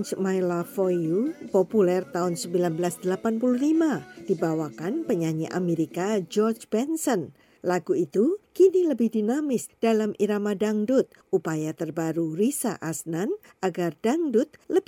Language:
Indonesian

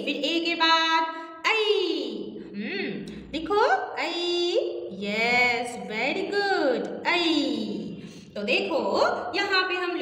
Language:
Hindi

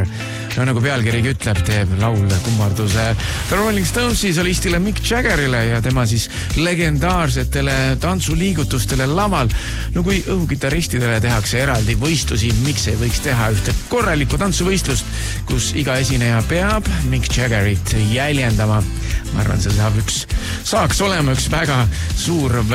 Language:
Estonian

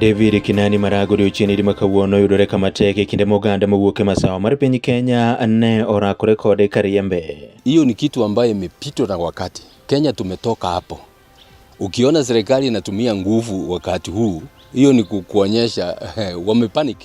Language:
Luo (Kenya and Tanzania)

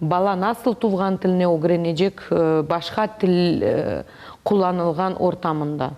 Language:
Crimean Tatar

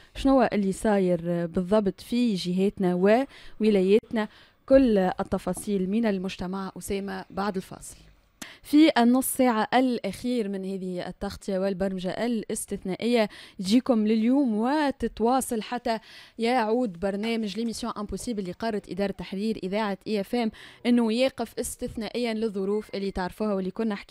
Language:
Tunisian Arabic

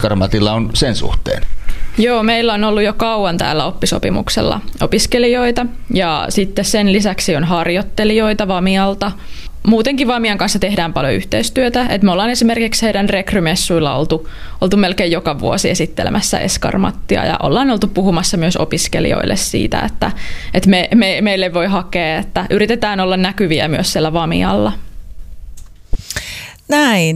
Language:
Finnish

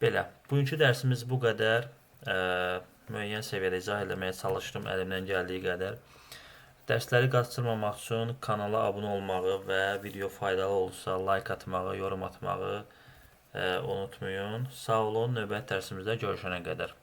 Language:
Azerbaijani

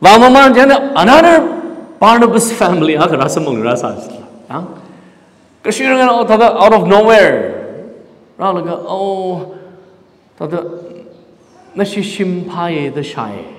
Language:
Tangkhul Naga (India)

